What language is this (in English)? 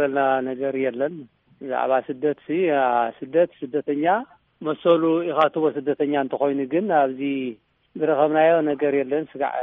Tigrinya